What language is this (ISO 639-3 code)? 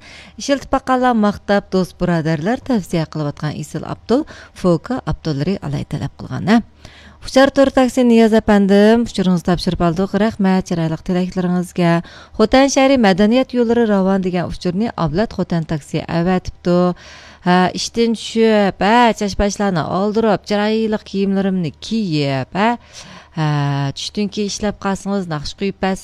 uig